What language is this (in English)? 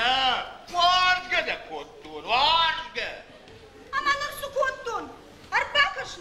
Ossetic